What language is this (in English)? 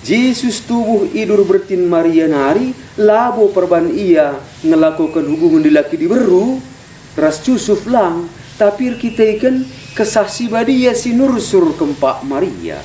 Batak Karo